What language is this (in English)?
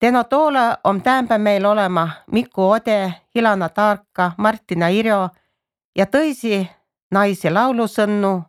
Estonian